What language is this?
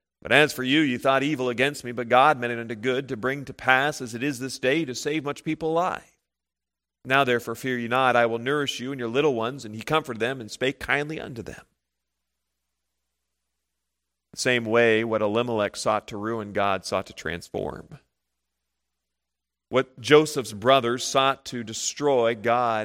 English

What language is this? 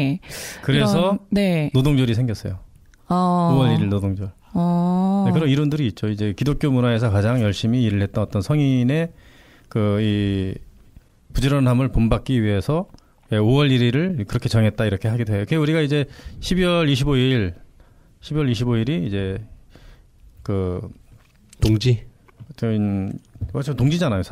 Korean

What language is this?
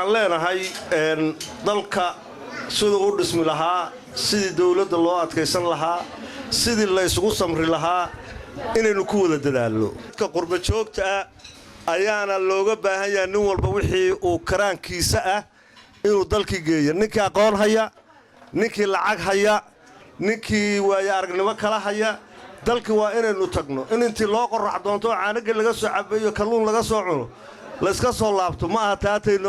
Somali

